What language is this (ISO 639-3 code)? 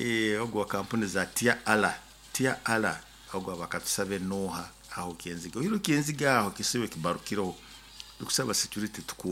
nyo